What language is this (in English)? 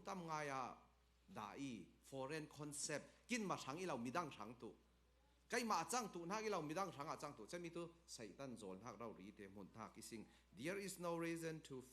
Falam Chin